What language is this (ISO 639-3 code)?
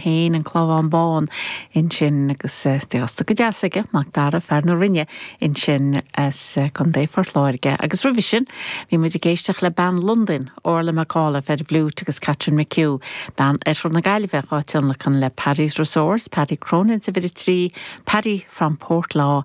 gle